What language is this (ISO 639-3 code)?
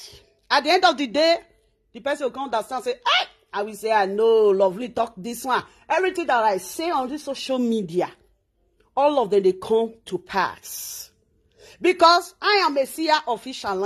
pcm